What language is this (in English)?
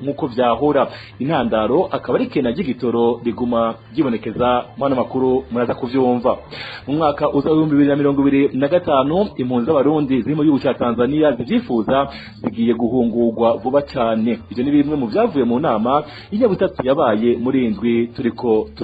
Rundi